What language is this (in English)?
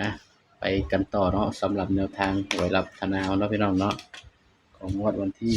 Northeastern Thai